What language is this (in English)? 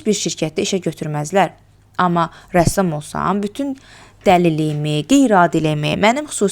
Azerbaijani